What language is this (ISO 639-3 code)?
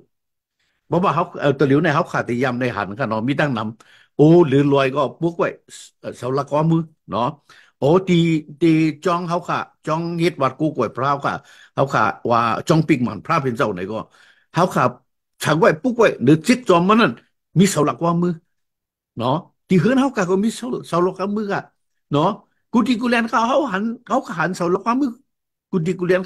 shn